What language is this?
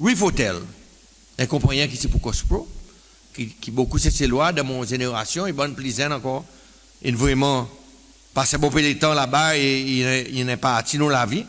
Seselwa Creole French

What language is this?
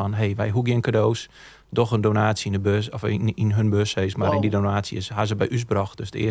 Western Frisian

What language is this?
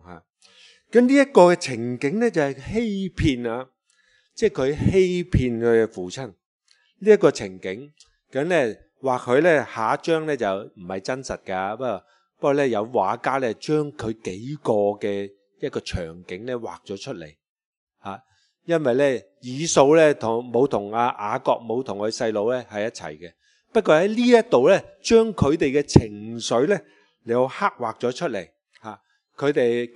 Cantonese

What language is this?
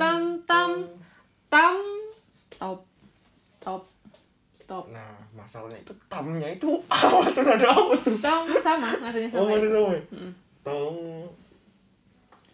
Indonesian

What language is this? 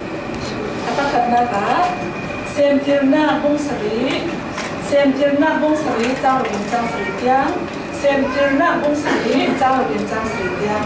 Falam Chin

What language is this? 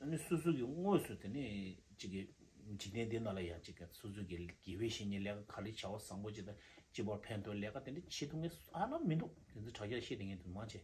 Tibetan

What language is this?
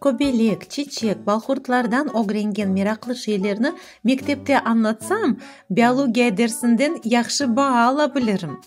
Crimean Tatar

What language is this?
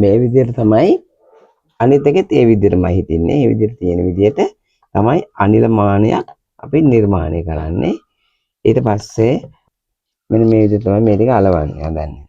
Sinhala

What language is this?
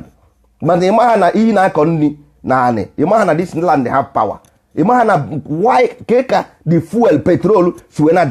Igbo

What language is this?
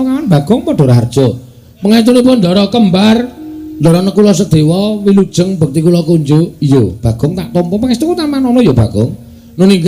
Javanese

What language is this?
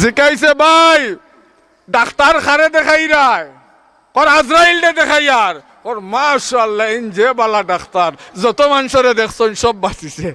Sylheti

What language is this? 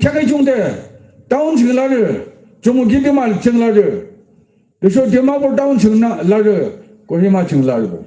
Yimchungru Naga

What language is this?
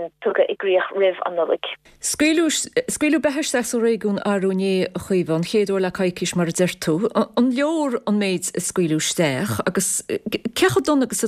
Irish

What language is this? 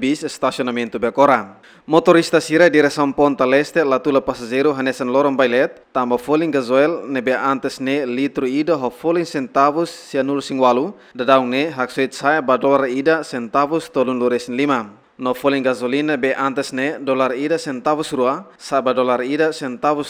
Tetum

